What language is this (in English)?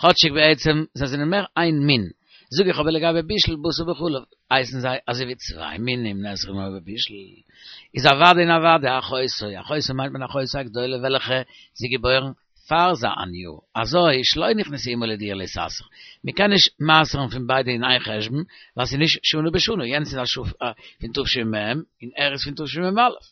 Yiddish